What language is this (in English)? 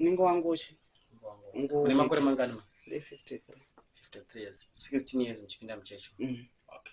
Shona